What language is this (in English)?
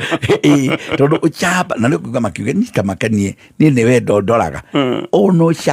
Kikuyu